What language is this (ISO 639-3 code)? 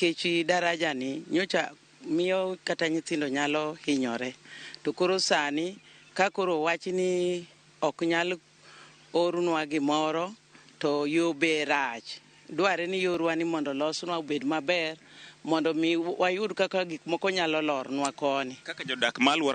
luo